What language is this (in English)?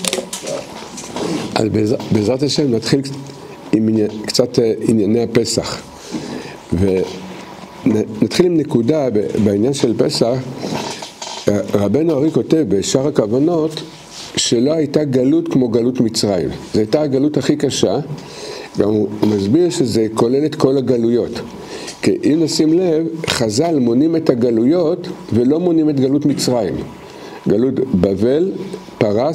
Hebrew